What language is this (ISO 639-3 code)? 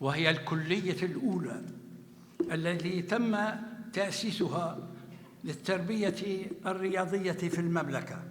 apc